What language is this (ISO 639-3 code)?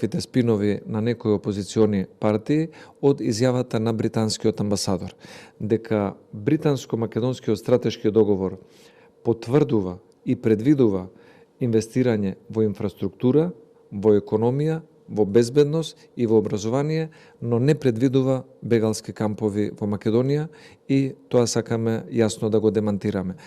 mkd